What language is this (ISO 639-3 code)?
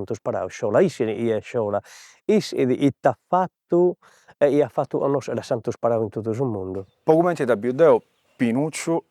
srd